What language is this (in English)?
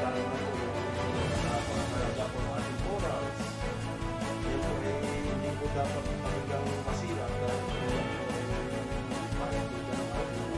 Filipino